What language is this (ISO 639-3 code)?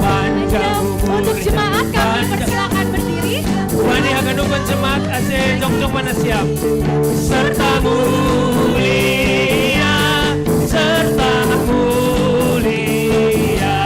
bts